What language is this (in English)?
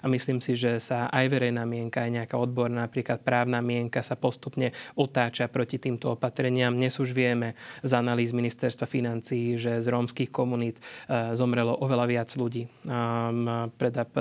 Slovak